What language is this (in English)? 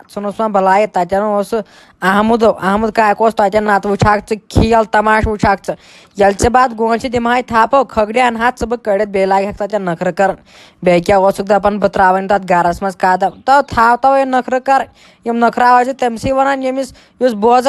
Kashmiri